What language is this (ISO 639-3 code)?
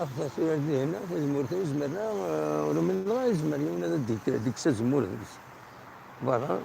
kab